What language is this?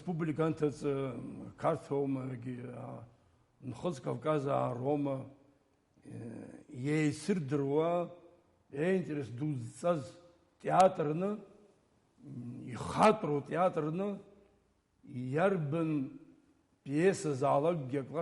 Abkhazian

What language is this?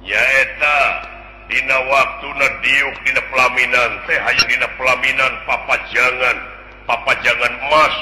Sundanese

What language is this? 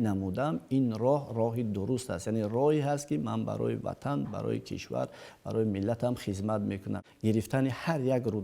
Tajik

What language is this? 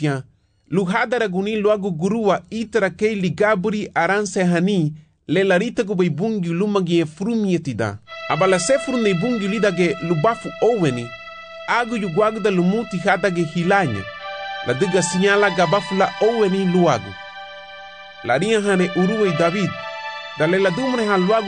Garifuna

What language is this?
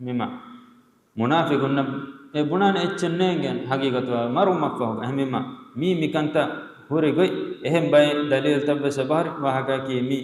Divehi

